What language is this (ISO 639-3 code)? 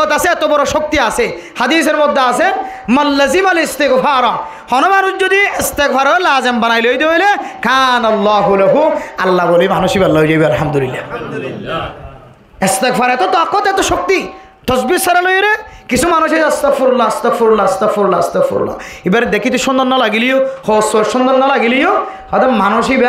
rhg